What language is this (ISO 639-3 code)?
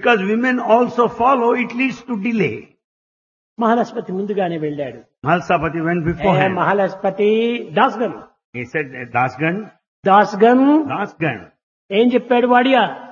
tel